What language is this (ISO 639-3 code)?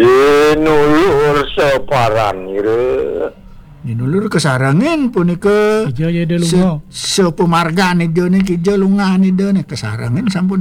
ban